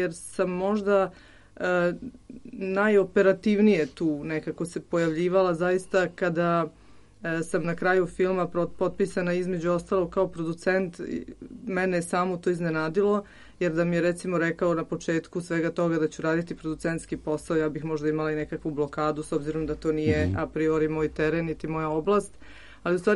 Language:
Serbian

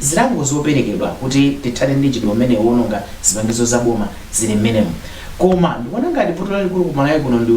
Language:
Nyanja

